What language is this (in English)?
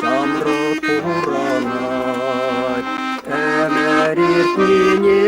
Chuvash